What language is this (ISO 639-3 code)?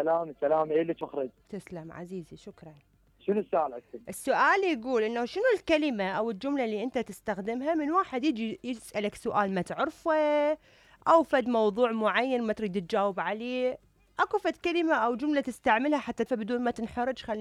acm